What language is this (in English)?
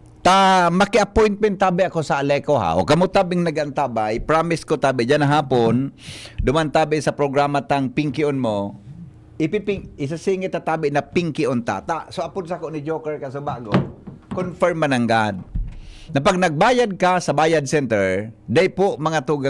Bikol